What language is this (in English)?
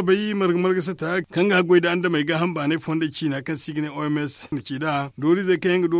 Zarma